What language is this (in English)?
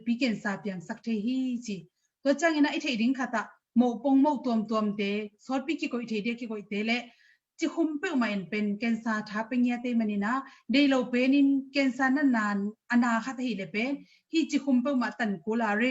Tedim Chin